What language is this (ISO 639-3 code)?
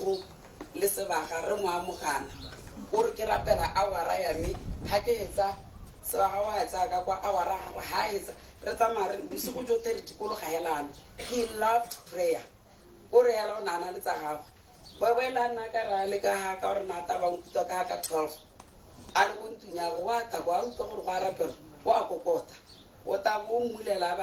tsn